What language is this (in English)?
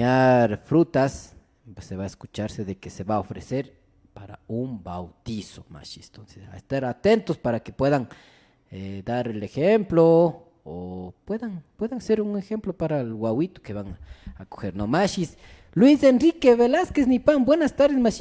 Imbabura Highland Quichua